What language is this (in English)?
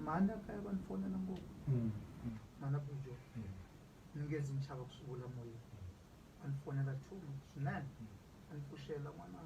Tsonga